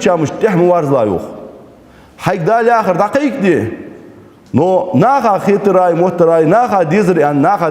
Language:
Ingush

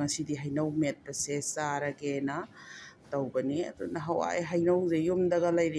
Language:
Manipuri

